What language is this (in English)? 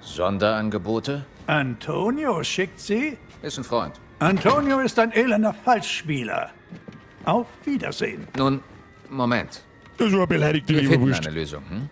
Bavarian